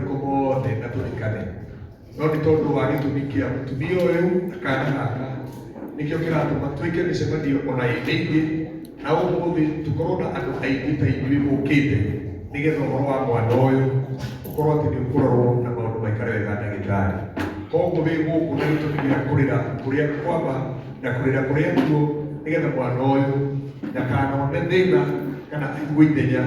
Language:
Kikuyu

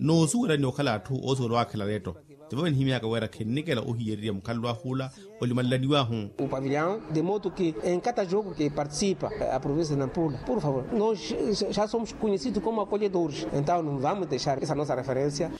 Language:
Makhuwa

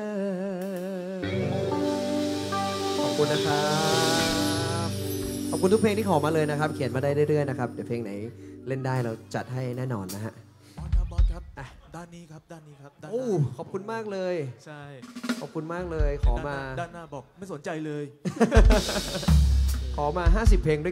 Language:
Thai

